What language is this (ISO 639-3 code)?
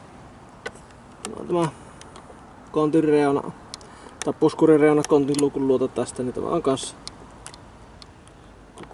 fin